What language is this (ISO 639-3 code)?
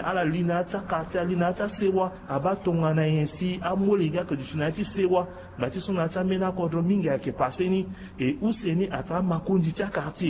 sag